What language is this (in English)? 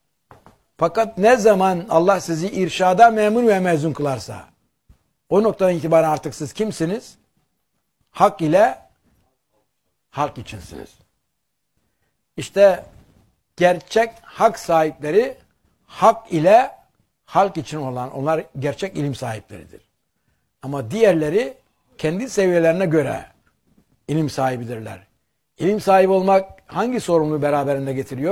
Turkish